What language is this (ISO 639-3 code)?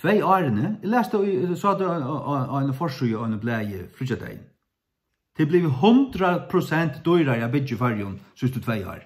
fao